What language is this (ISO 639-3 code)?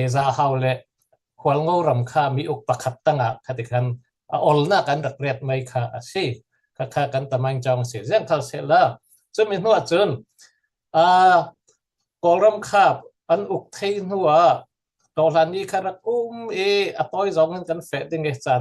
cfm